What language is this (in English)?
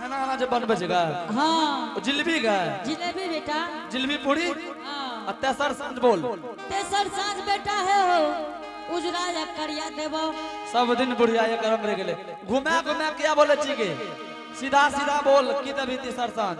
Angika